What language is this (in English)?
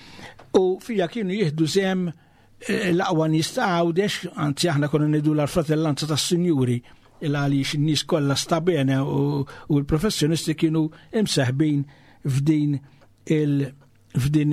Maltese